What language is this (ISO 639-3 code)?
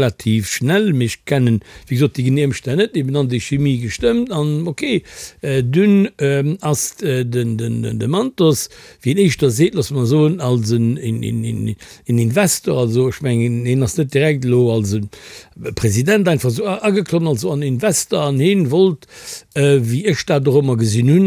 ltz